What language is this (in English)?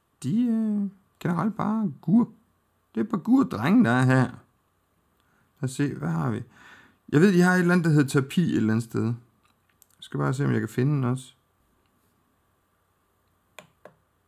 Danish